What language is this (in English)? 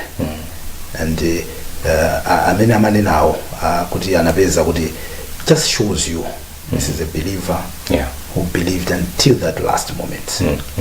Nyanja